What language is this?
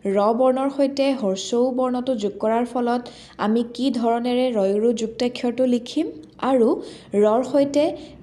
Assamese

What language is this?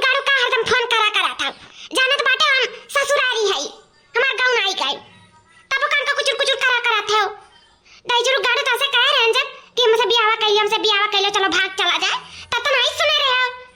Awadhi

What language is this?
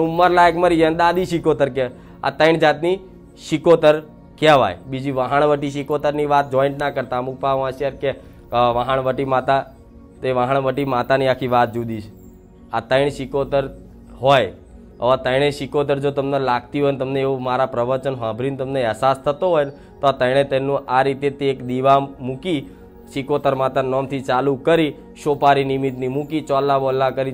Gujarati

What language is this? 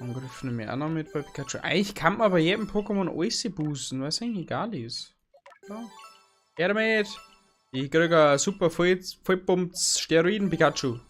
Bavarian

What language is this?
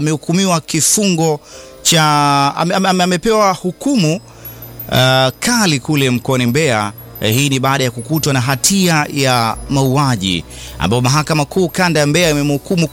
Swahili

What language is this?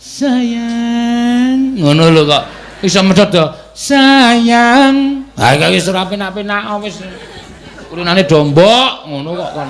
Javanese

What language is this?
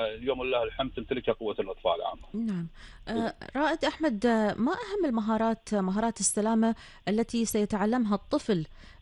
Arabic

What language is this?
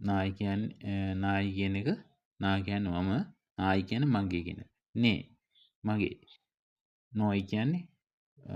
Sinhala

